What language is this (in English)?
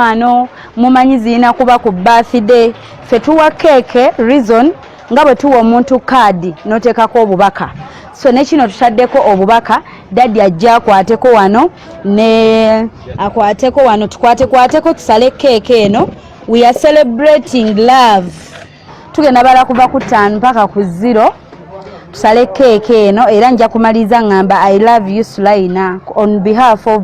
Ganda